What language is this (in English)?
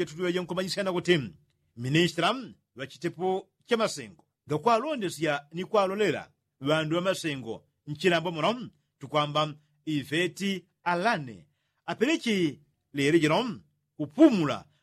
Yao